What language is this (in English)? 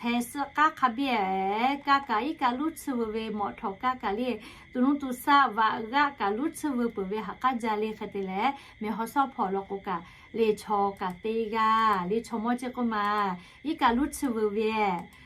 Lahu